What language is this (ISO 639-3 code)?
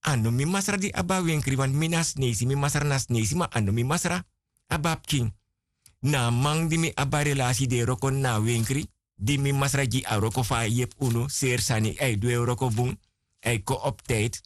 srn